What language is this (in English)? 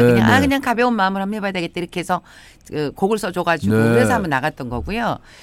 Korean